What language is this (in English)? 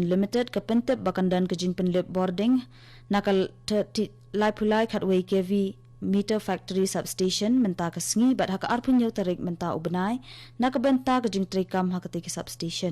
Khasi